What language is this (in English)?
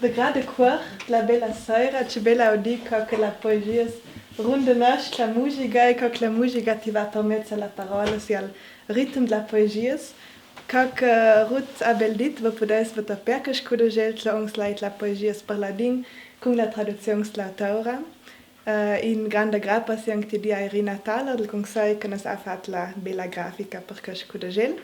Ladin